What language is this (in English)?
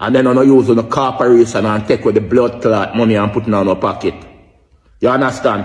Jamaican Creole English